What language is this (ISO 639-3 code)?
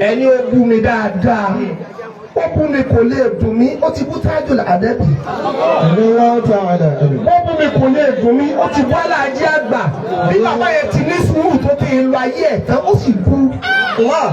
yor